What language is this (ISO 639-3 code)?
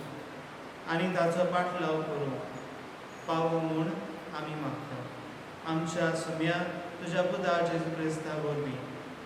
kok